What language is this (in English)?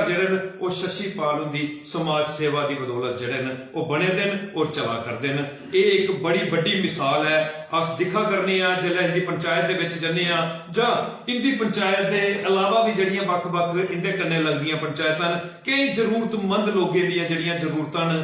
Dogri